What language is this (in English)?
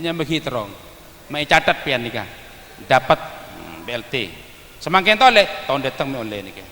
Madurese